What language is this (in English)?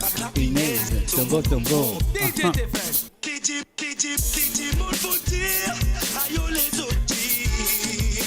Morisyen